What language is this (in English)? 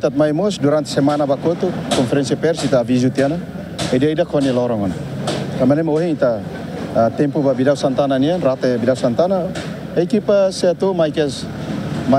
Tetum